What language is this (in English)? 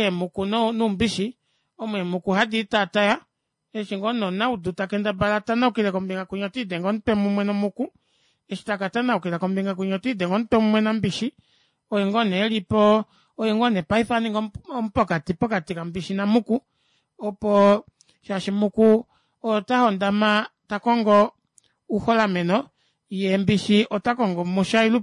Kuanyama